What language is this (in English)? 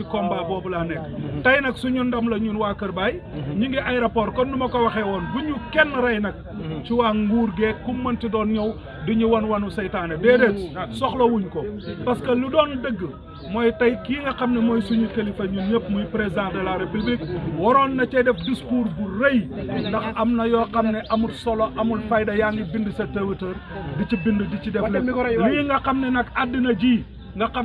Wolof